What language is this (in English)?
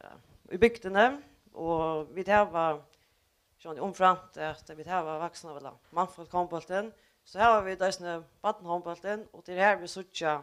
Faroese